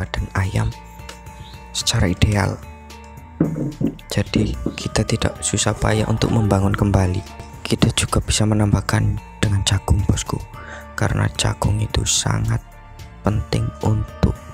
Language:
Indonesian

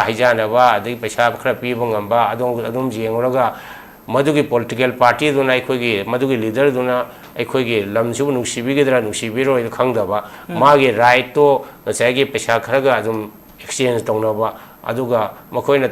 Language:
Manipuri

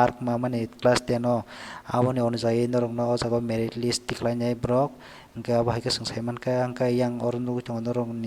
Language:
Kok Borok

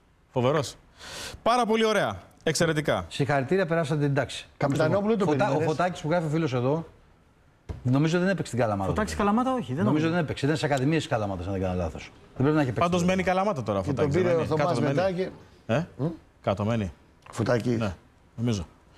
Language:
Greek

